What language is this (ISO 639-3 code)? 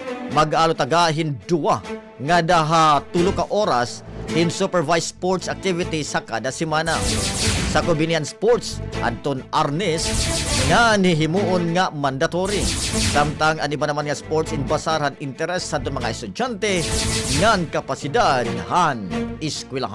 war